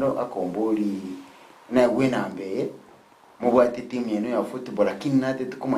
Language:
Gusii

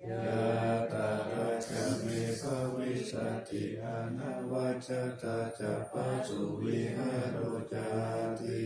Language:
Pali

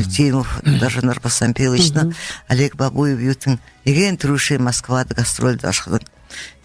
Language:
Buriat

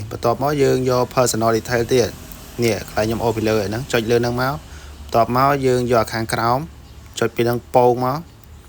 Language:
Khmer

